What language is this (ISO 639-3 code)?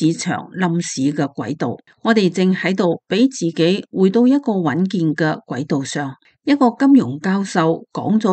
yue